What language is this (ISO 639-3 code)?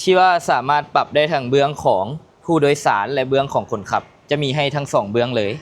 lao